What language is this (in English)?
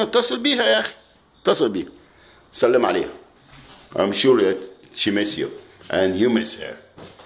Egyptian Arabic